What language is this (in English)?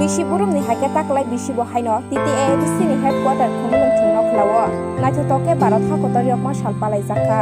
Kok Borok